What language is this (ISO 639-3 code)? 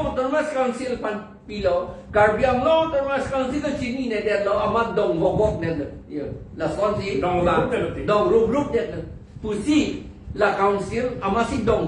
mjw